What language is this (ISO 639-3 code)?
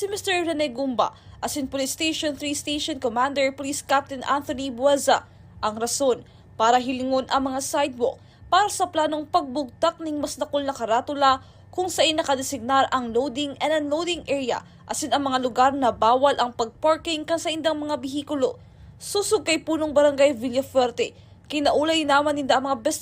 bik